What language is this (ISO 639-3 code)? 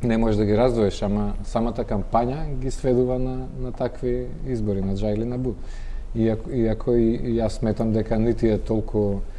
mkd